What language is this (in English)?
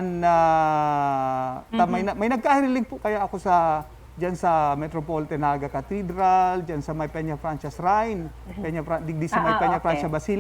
Bikol